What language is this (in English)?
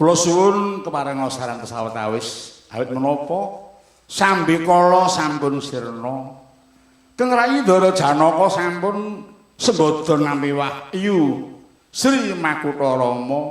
Javanese